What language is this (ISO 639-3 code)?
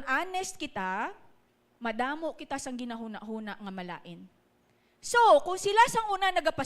hil